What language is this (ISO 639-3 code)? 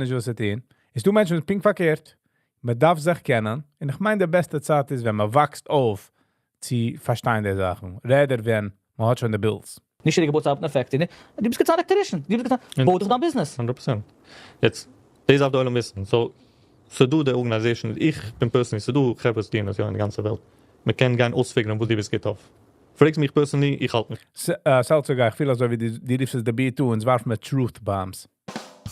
yid